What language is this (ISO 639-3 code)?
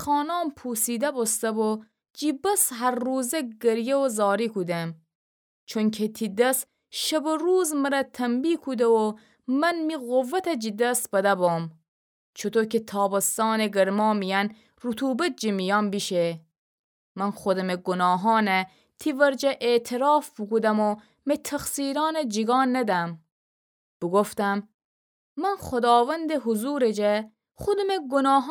glk